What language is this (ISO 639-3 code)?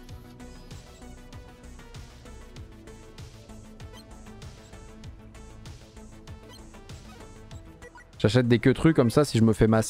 fra